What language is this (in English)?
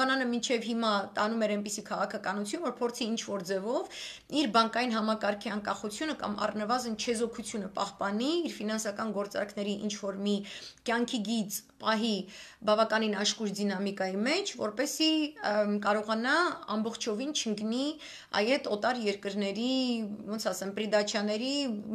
Armenian